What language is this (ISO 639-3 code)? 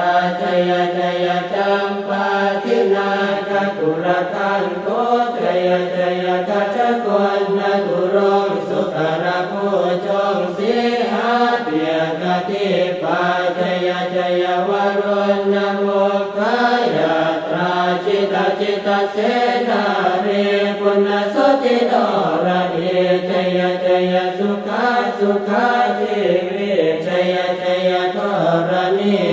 pli